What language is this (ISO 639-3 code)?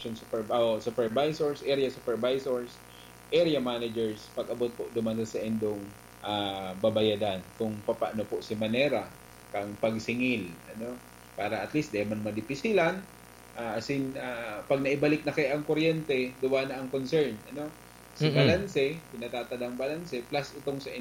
bik